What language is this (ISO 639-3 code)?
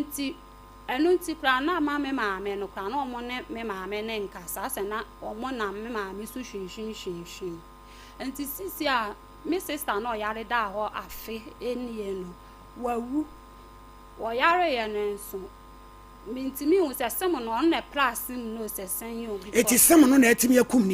aka